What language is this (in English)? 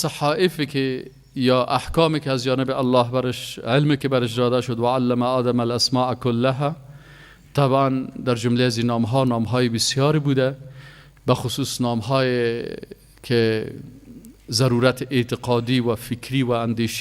Persian